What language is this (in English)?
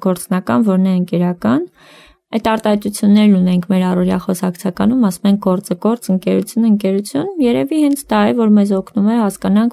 Armenian